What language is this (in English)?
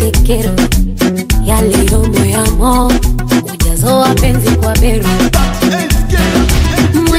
Swahili